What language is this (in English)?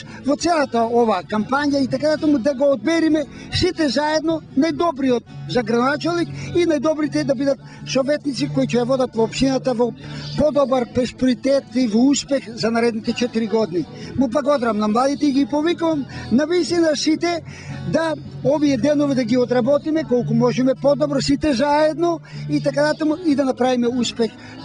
Macedonian